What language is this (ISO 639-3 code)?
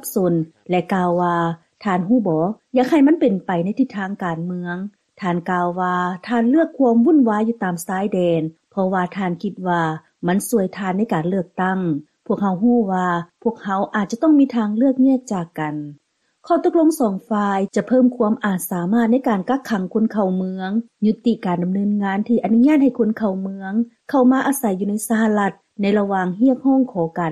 lao